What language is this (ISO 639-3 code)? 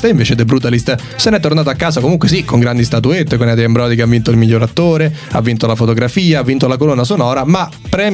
ita